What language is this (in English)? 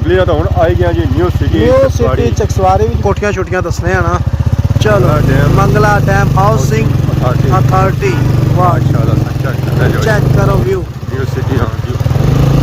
Pahari-Potwari